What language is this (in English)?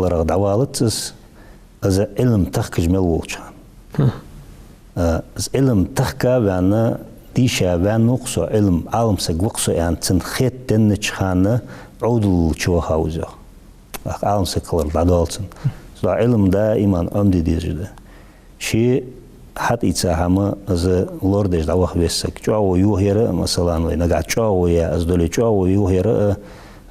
Ingush